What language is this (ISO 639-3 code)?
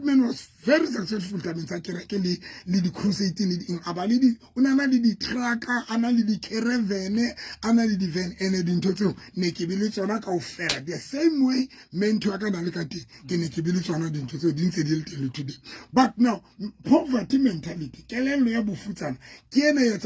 sot